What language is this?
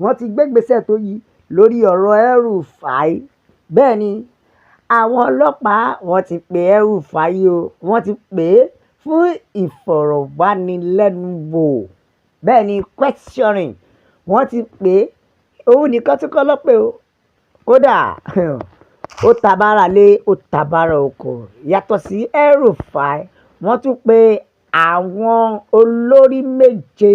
Yoruba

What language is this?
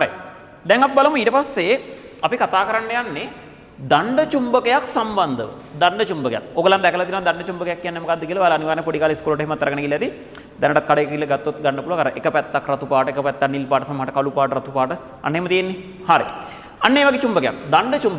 Sinhala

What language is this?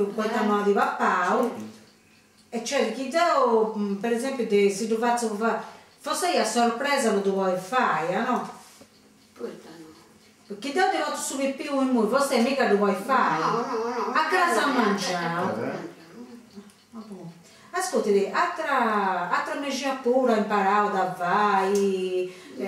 Sardinian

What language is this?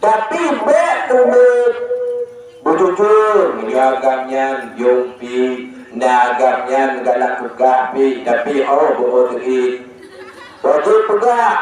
Achinese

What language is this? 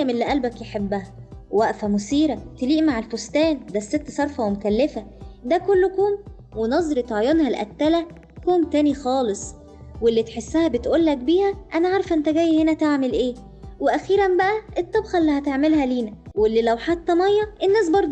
Egyptian Arabic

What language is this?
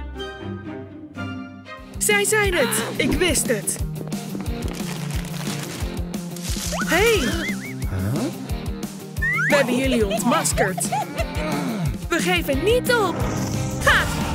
Dutch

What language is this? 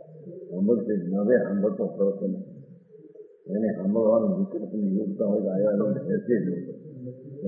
Gujarati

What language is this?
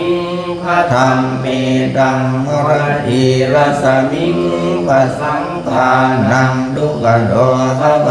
Pali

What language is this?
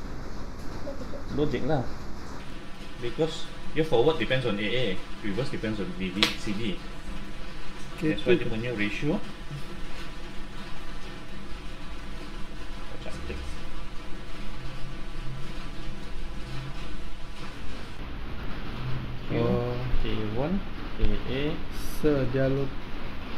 Malay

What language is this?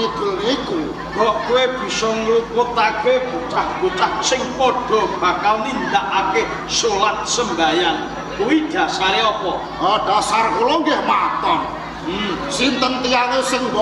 Javanese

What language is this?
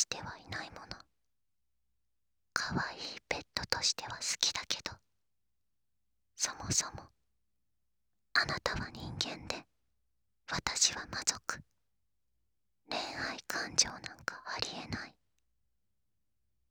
Japanese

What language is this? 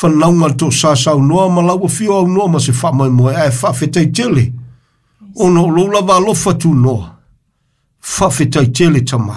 Samoan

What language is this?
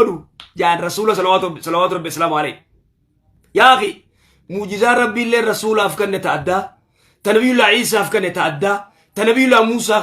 Oromo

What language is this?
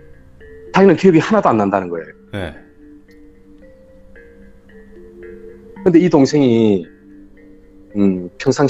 Korean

